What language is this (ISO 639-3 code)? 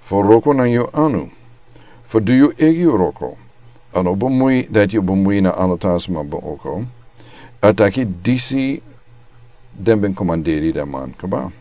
srn